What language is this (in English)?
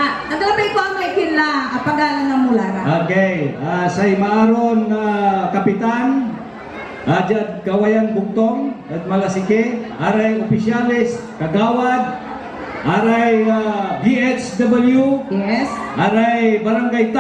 Pangasinan